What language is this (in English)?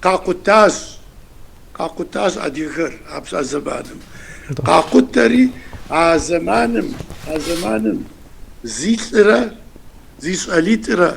Kabardian